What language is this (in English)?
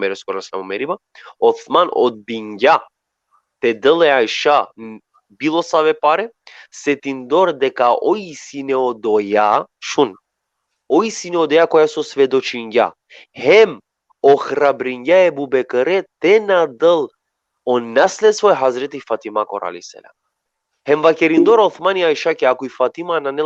Balkan Romani